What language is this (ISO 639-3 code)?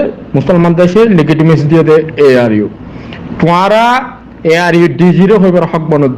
rhg